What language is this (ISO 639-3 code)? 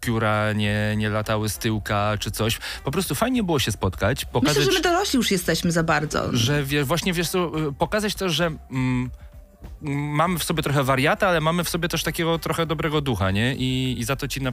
pol